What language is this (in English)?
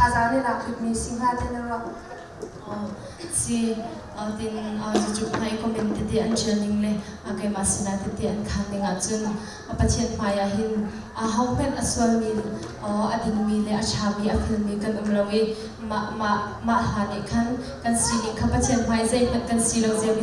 Hakha Chin